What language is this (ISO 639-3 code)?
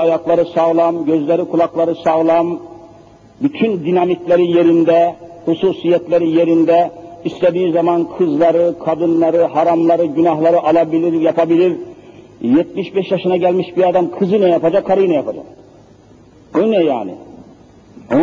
tur